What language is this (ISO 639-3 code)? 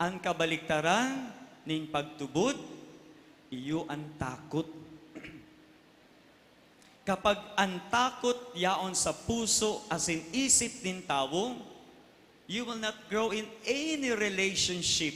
bik